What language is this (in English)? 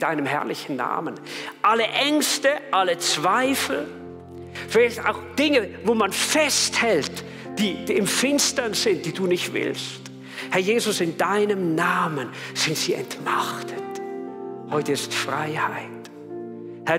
Swiss German